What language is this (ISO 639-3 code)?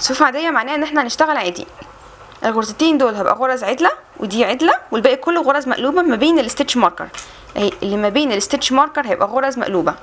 arz